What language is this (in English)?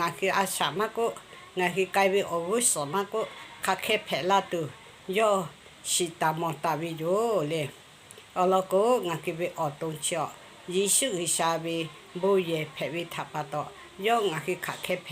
Lahu